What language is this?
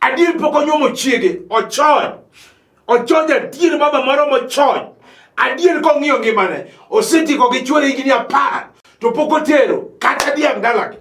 Luo (Kenya and Tanzania)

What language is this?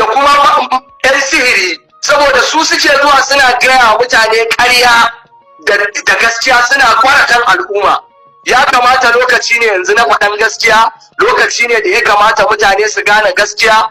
Hausa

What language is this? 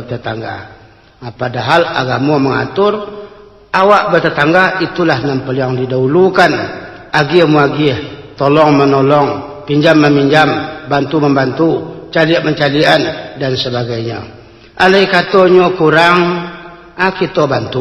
Minangkabau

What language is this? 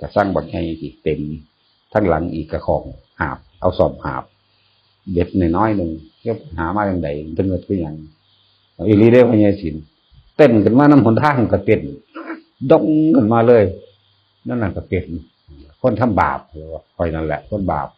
Northeastern Thai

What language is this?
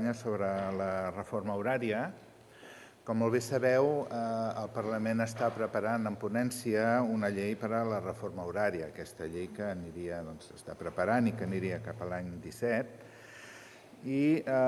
Catalan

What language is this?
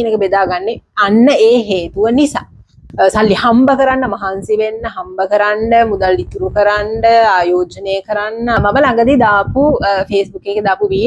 Sinhala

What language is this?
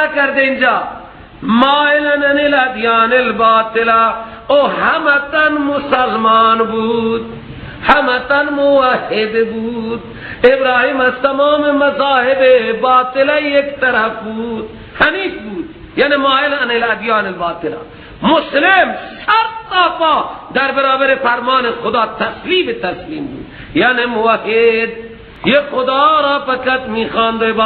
Persian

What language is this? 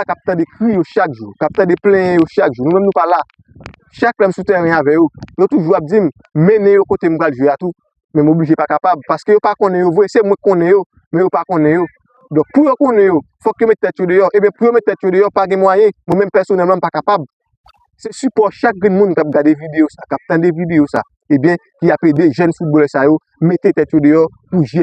Haitian Creole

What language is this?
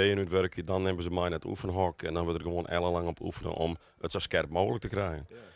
Western Frisian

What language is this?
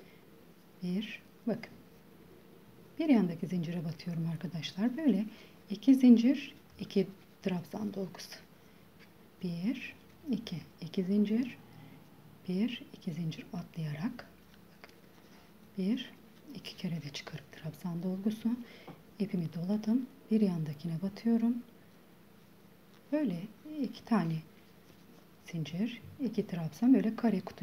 Turkish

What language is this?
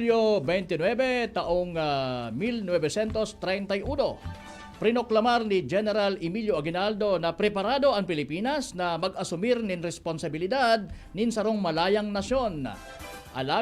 Bikol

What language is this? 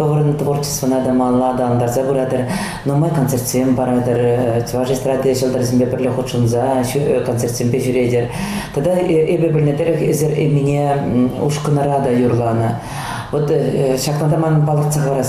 Chuvash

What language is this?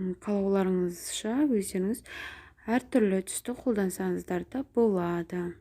Kazakh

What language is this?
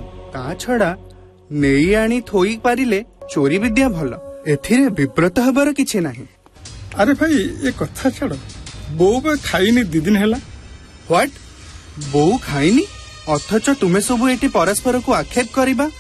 Odia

